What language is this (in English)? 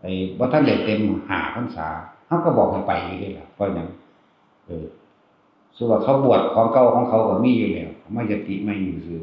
Northeastern Thai